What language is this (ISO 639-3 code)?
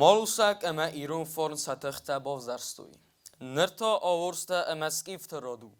oss